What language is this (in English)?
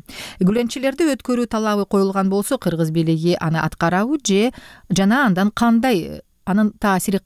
Kyrgyz